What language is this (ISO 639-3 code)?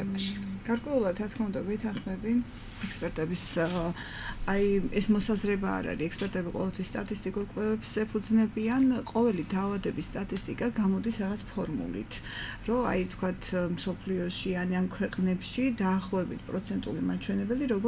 kat